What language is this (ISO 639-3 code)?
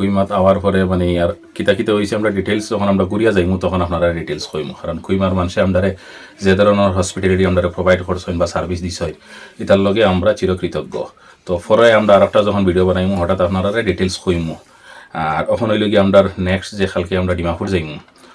syl